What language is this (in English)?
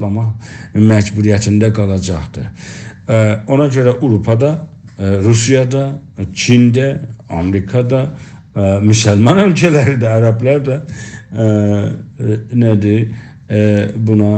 South Azerbaijani